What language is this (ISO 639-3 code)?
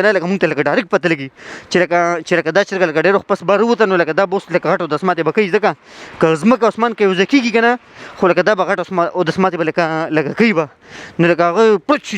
pus